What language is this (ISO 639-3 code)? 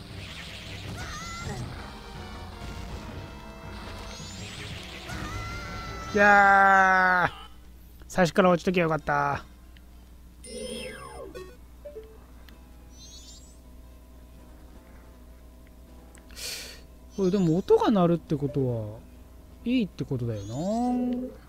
jpn